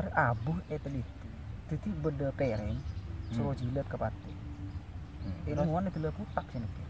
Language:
Madurese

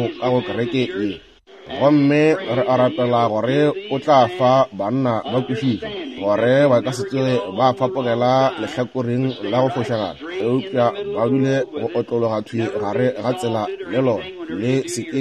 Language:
Northern Sotho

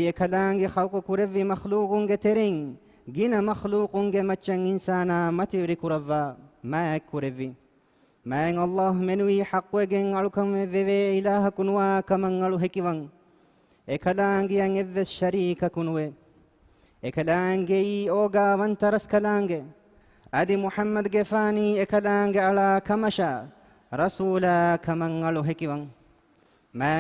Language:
Divehi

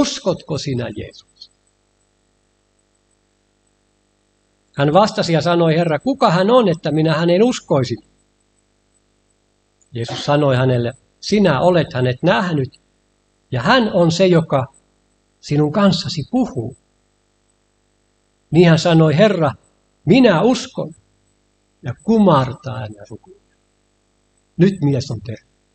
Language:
Finnish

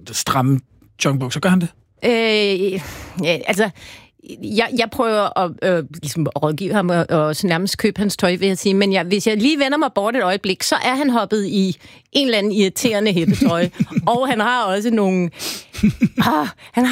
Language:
Danish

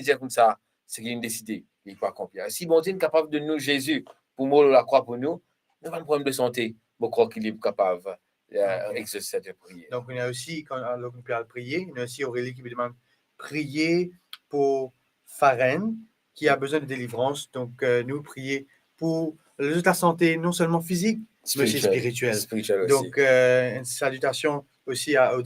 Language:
Morisyen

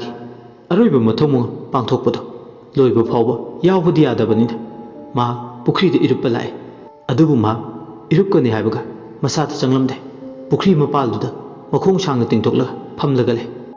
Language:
Manipuri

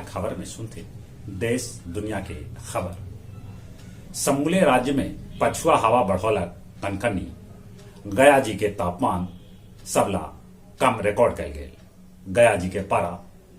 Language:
Magahi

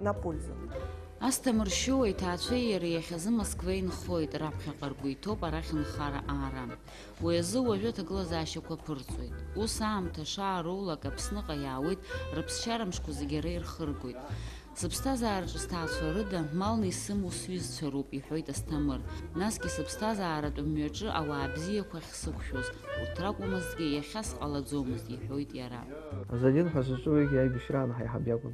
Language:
Abkhazian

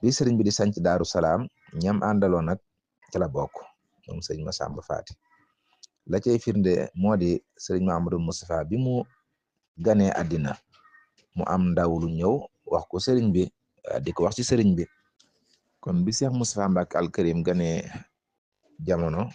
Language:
Wolof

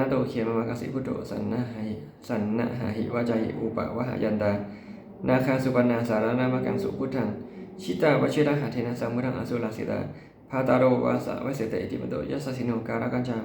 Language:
Pali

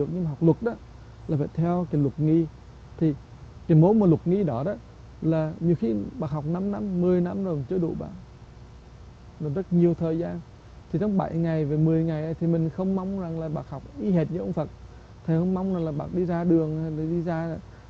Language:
Vietnamese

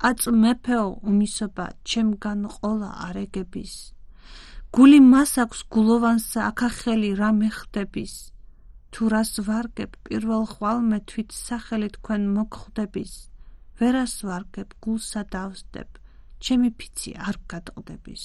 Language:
Georgian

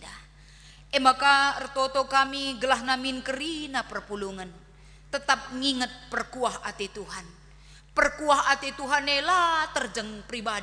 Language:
Batak Karo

